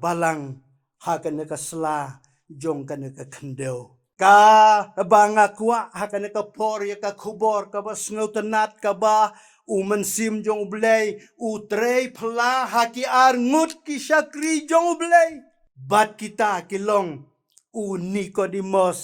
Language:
Khasi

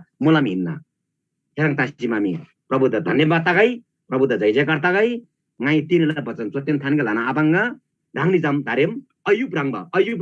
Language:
Eastern Tamang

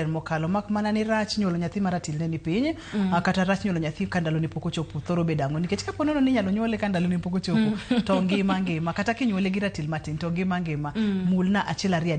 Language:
Luo (Kenya and Tanzania)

